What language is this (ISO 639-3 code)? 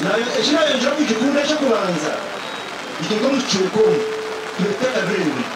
nyn